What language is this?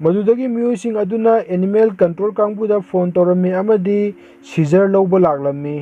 Manipuri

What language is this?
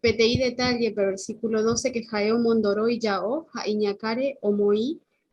Guarani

